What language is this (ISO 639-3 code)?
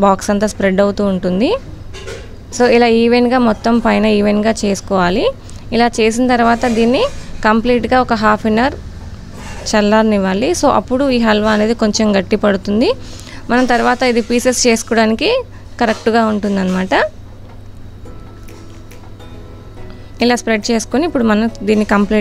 tel